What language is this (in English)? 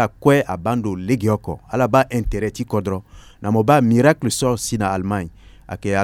Sango